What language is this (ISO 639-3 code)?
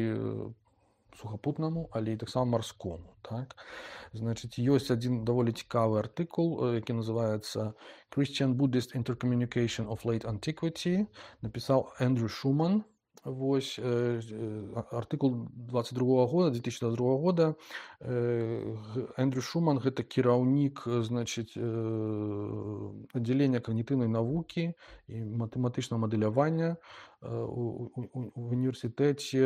bel